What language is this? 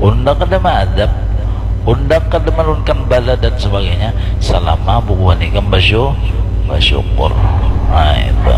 Banjar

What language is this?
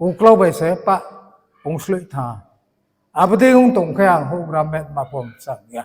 Riang (India)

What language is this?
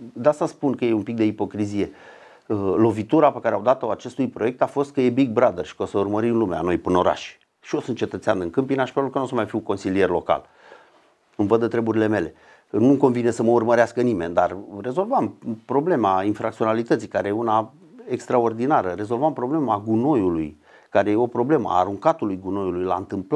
Romanian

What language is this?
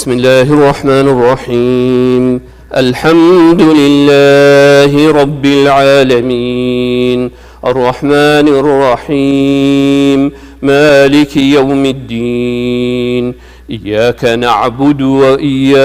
Kurdish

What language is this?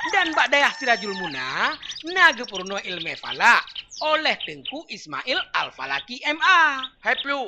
Achinese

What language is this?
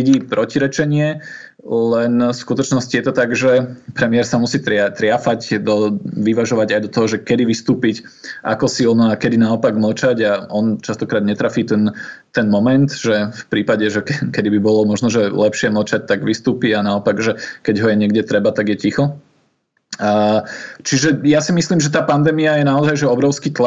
Slovak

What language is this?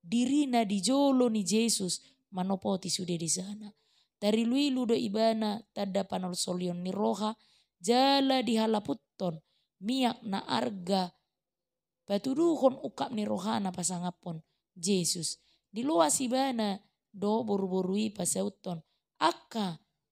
Batak Toba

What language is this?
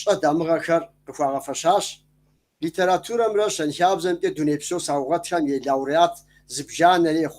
Kabardian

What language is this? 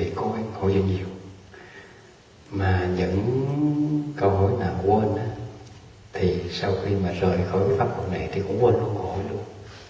Vietnamese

